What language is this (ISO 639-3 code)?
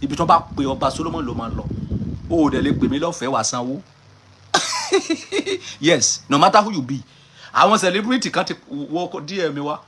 yor